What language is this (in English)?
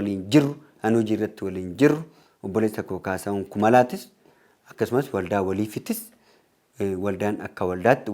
Oromo